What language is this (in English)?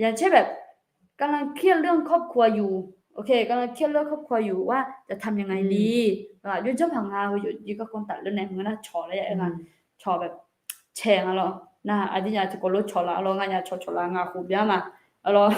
Akha